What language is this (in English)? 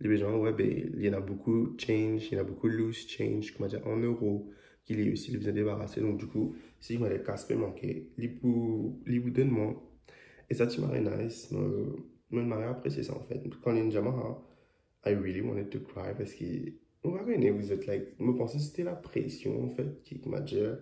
Morisyen